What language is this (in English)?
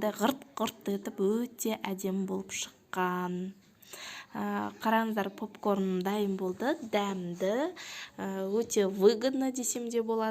Kazakh